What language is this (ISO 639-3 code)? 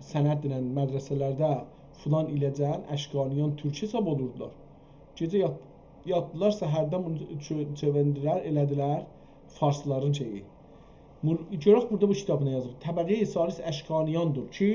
azb